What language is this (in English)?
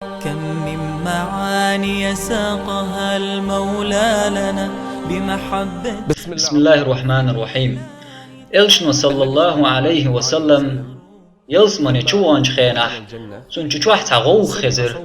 Chechen